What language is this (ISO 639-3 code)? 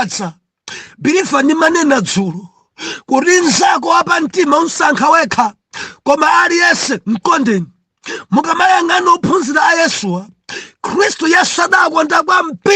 nya